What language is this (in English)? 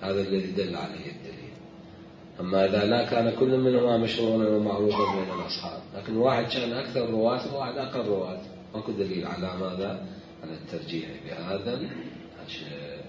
Mesopotamian Arabic